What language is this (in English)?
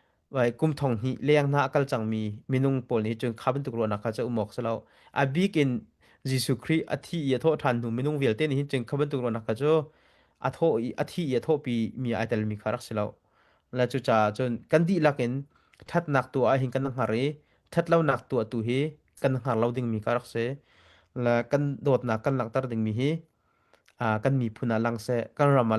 Hakha Chin